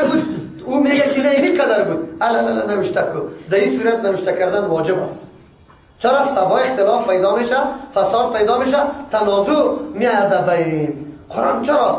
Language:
Persian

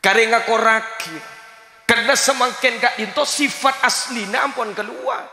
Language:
Madurese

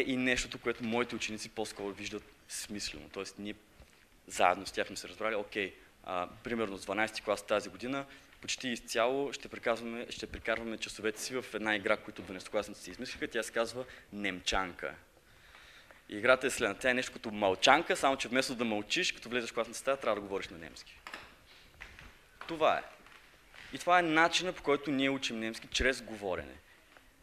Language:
Bulgarian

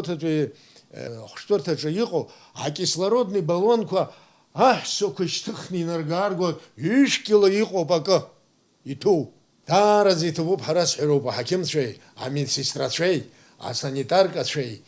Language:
Abkhazian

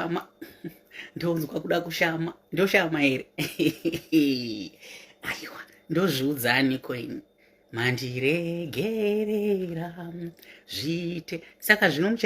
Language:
Shona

